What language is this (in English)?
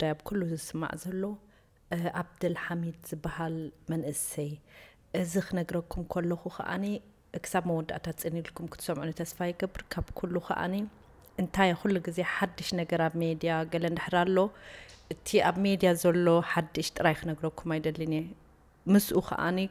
Tigrinya